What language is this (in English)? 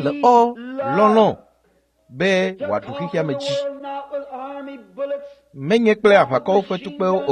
Ewe